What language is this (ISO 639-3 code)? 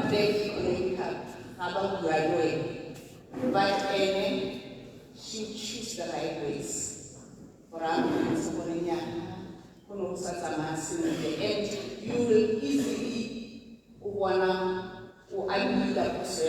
tsn